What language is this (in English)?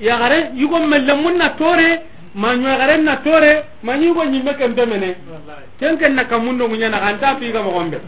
Soninke